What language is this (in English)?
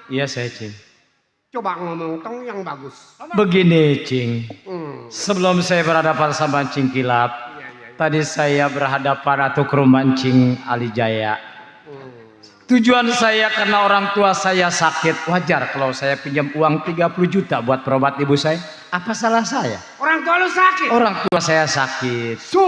Betawi